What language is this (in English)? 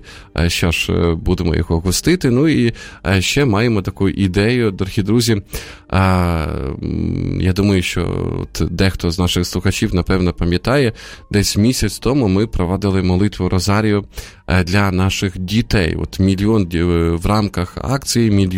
Ukrainian